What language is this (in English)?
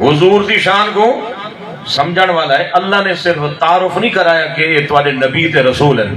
Saraiki